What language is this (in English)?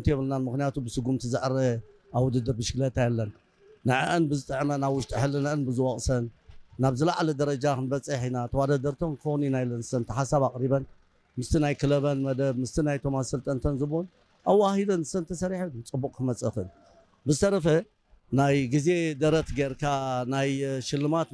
Tigrinya